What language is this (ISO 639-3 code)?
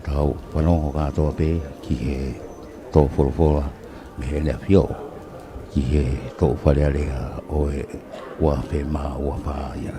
ton